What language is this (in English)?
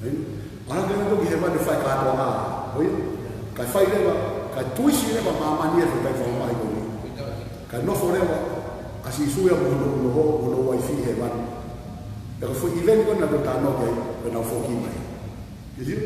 Tongan